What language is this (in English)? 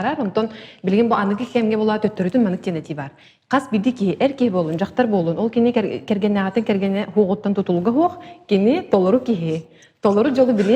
Yakut